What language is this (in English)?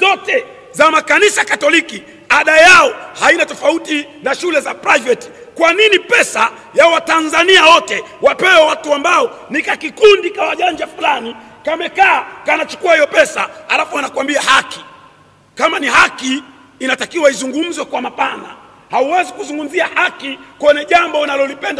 Swahili